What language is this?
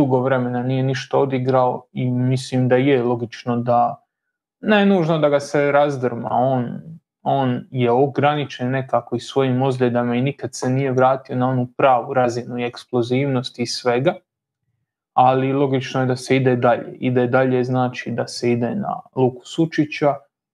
Croatian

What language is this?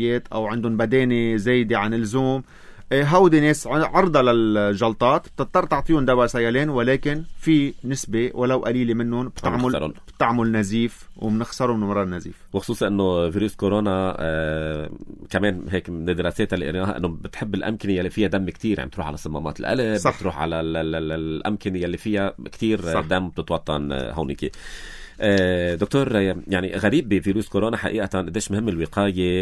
North Levantine Arabic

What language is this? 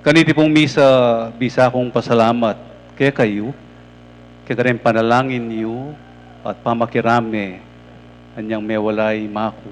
Pampanga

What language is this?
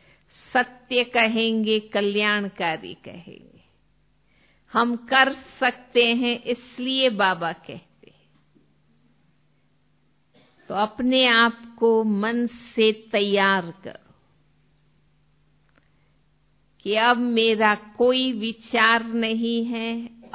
Hindi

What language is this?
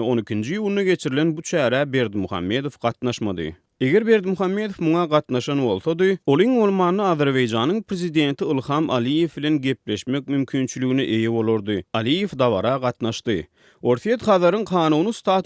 Turkmen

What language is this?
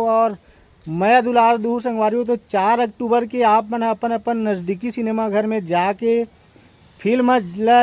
Chhattisgarhi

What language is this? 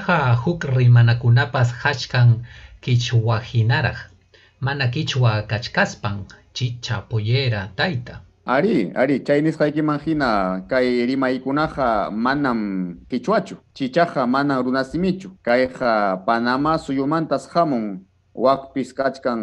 Ayacucho Quechua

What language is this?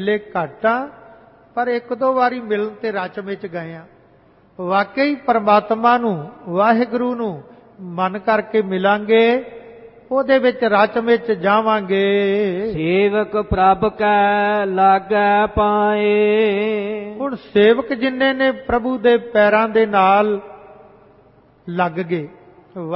Punjabi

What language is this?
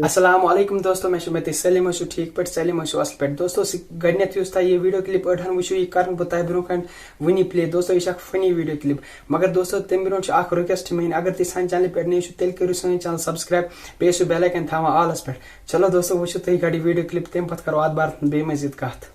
Kashmiri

